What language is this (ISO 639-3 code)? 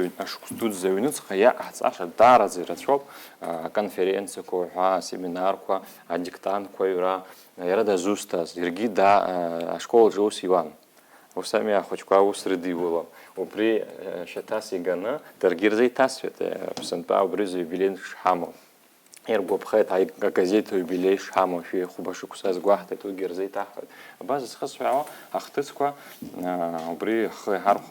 abk